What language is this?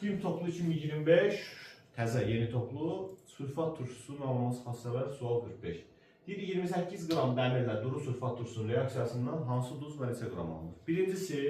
Azerbaijani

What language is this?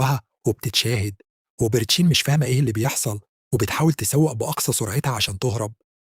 Egyptian Arabic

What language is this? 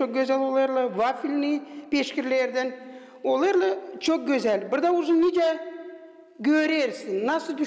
Gagauz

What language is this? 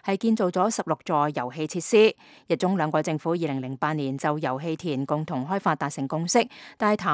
Cantonese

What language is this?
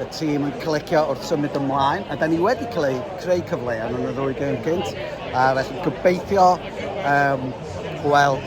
Welsh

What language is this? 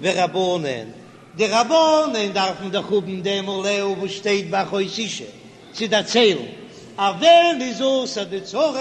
Yiddish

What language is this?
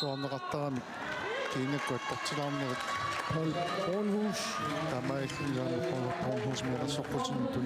Kalaallisut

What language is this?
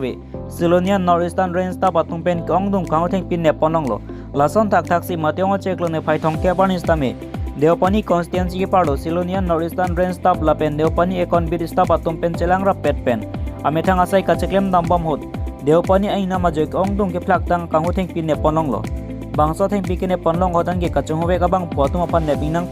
Karbi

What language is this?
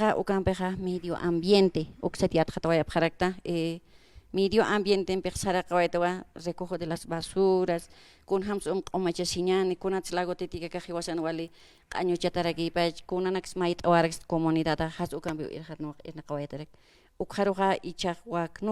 Aymara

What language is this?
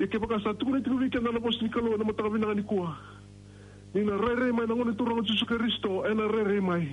Fijian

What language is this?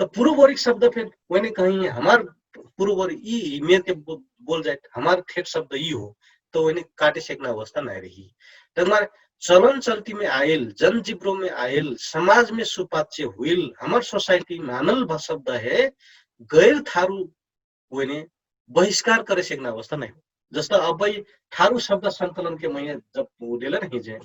Dangaura Tharu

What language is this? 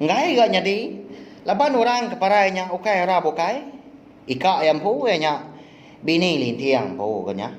Iban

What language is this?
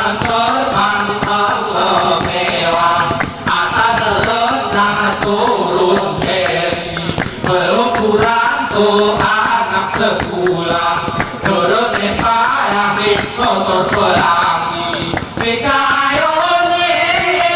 Gayo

